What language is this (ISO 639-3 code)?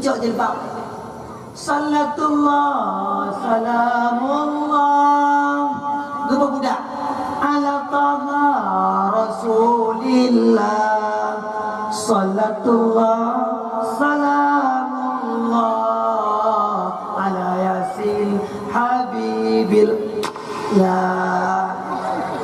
ace